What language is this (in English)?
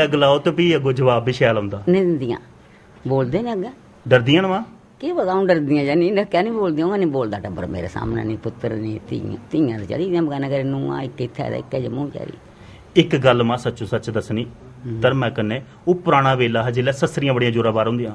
Dogri